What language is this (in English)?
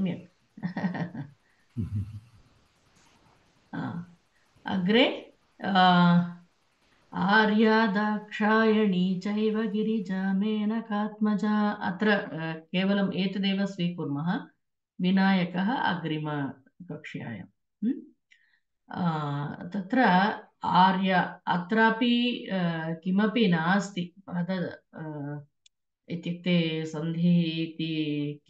Sanskrit